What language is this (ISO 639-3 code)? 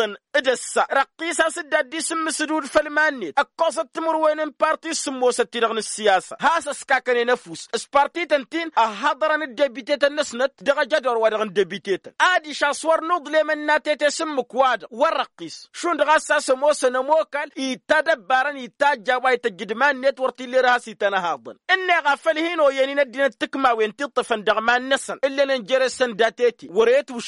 taq